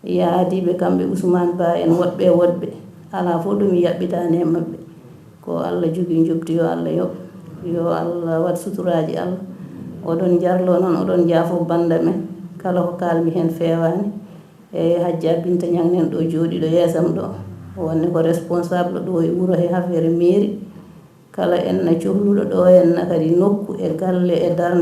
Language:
Fula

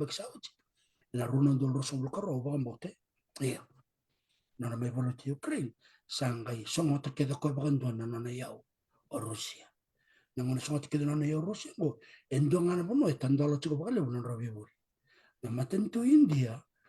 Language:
Fijian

